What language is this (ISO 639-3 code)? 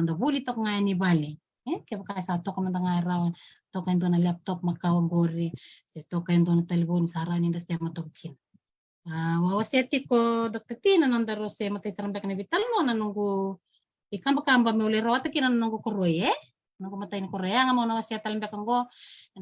fij